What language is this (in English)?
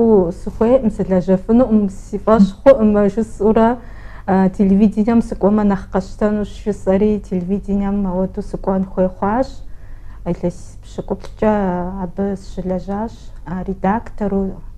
Kabardian